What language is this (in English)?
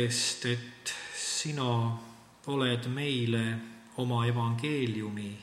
Estonian